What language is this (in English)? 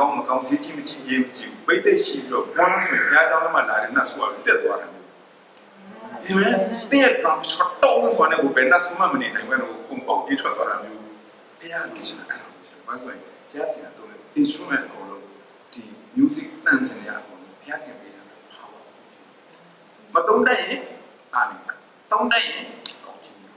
Burmese